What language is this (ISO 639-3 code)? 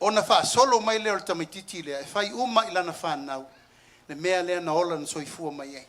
smo